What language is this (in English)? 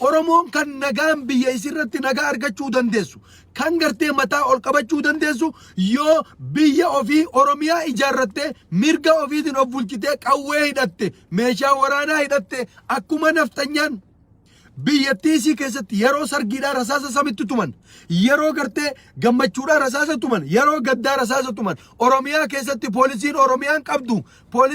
Oromo